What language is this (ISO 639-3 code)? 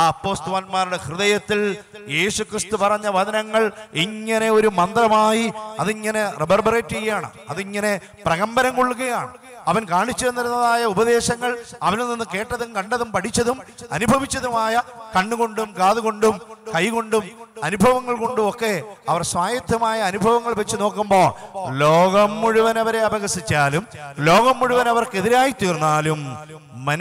mal